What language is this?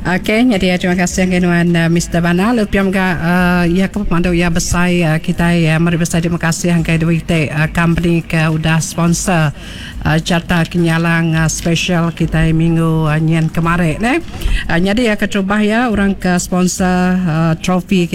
Iban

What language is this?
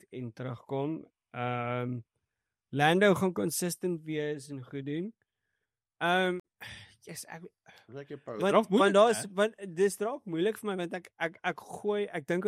Afrikaans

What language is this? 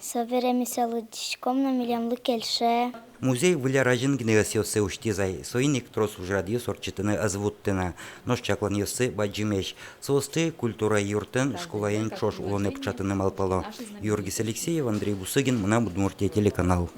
Udmurt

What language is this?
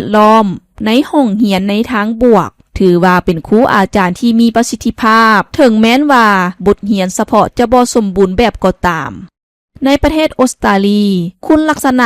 Lao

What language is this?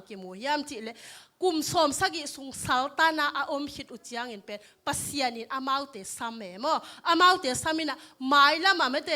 Tedim Chin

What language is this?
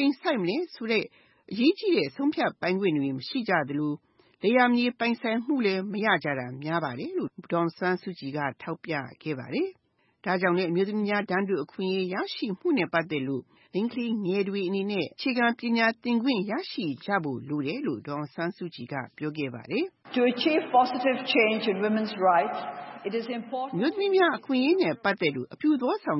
Burmese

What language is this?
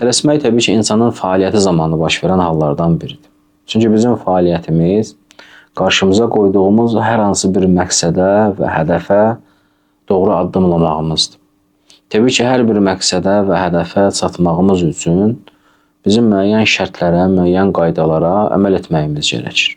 Azerbaijani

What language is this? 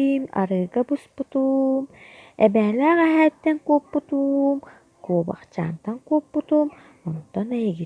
Yakut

